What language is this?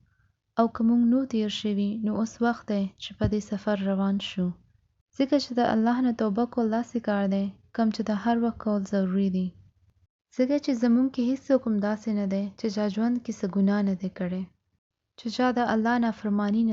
Pashto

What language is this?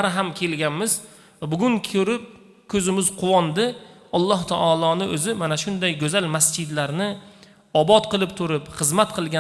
Uzbek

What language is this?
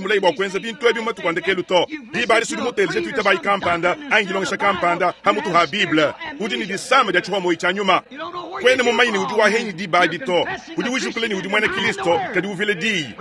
Luba-Lulua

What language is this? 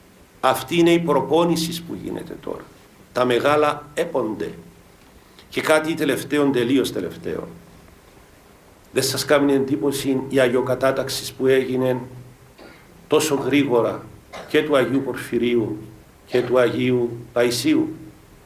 Greek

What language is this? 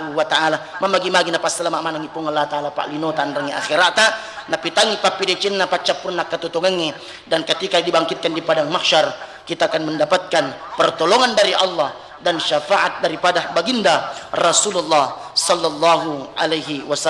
Buginese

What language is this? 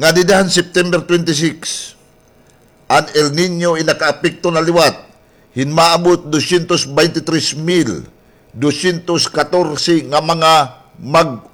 Waray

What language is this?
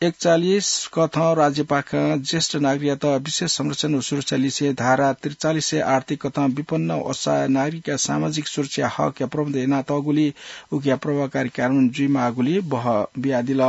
Newari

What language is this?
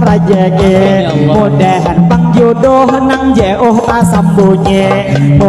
Banjar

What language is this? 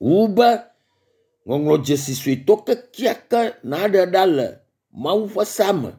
Ewe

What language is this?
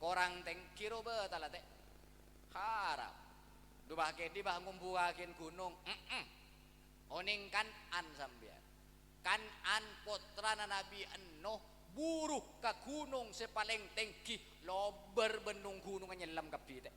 Madurese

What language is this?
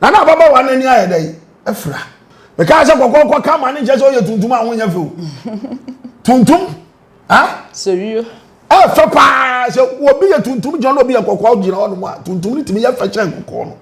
Akan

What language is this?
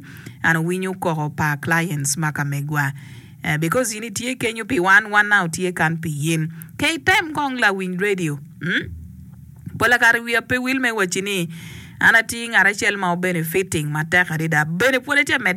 Acoli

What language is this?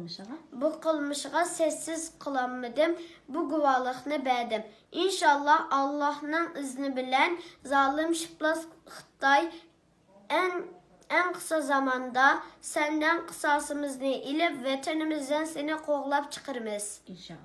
Uyghur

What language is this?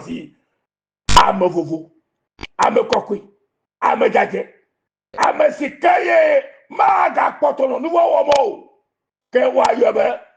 Ewe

